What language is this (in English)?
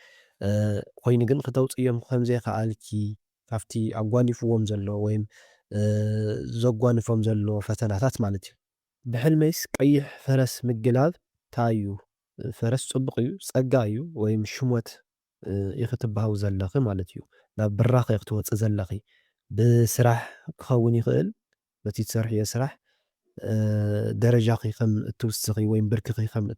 Tigrinya